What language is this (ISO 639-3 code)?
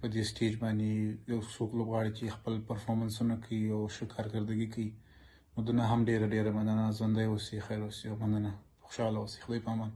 pus